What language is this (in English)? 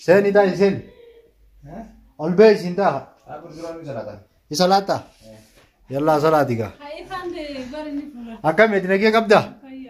Oromo